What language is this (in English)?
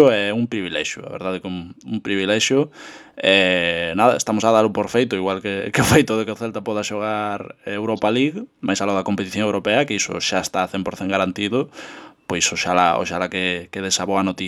Galician